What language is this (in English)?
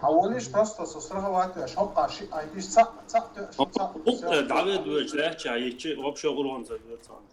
Chechen